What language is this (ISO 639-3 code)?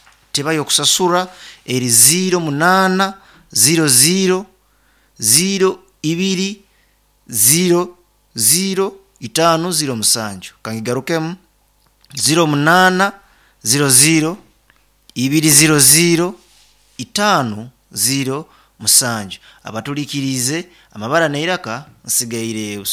nyn